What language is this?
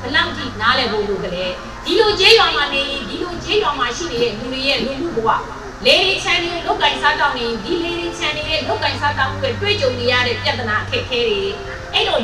Burmese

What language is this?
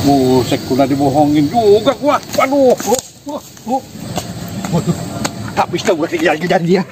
Betawi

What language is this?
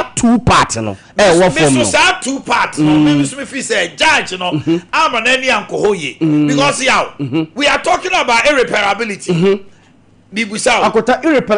Akan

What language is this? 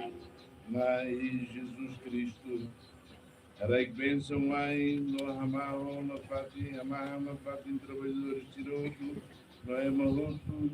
Tetum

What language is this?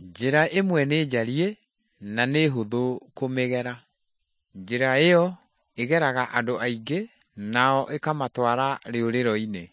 Kikuyu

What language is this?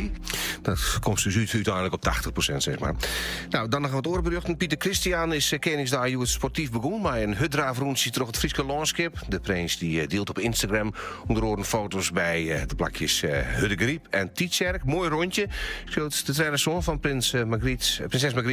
Western Frisian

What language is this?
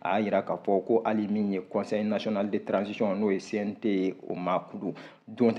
Bambara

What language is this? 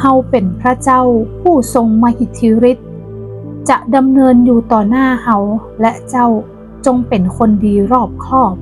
Northern Thai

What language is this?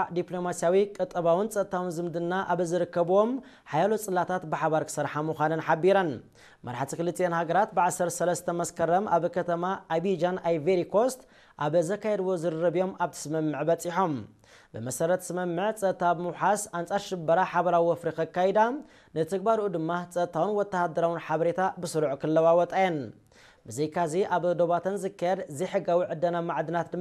Tigrinya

